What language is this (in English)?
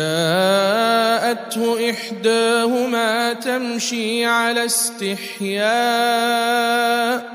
Arabic